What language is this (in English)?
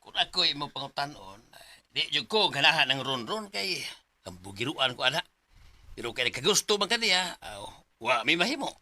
Cebuano